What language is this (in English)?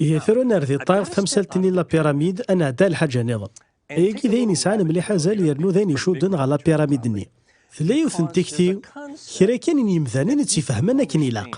Kabyle